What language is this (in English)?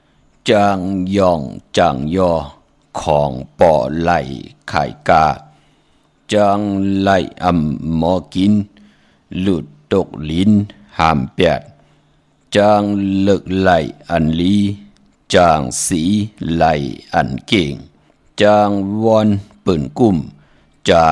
Shan